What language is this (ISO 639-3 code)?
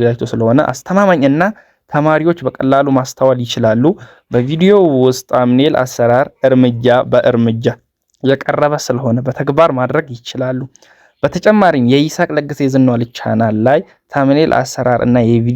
amh